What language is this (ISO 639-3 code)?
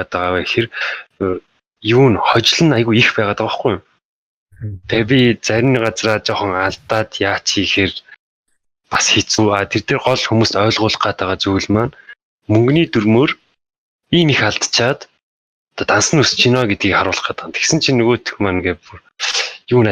mon